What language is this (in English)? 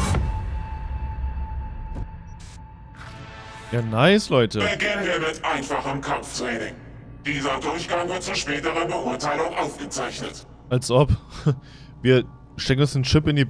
German